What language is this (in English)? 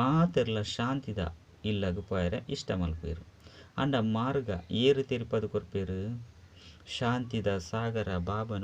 Tulu